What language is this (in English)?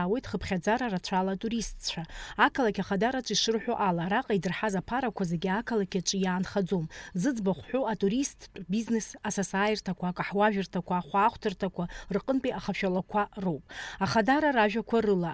Abkhazian